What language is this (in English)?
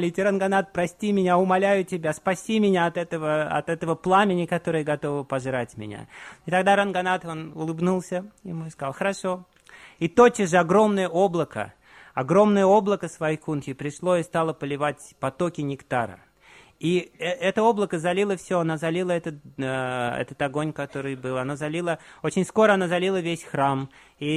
Russian